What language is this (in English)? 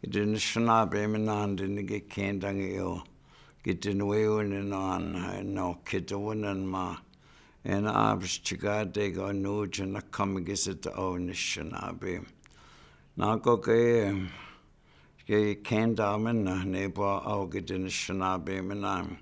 Chippewa